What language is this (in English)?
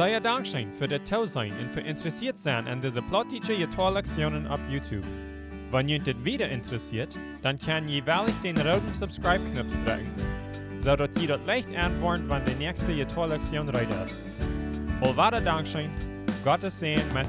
Plautdietsch